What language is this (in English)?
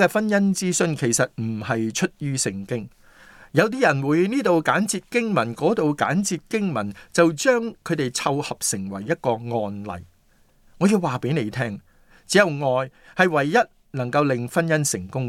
Cantonese